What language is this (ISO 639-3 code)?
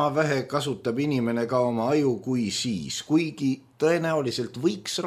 est